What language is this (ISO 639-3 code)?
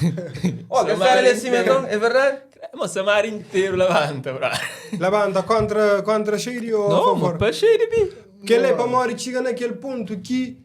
kea